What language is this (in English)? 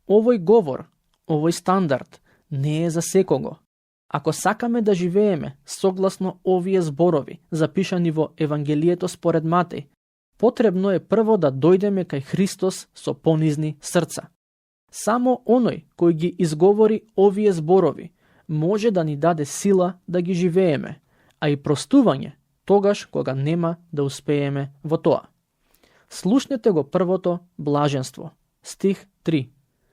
Macedonian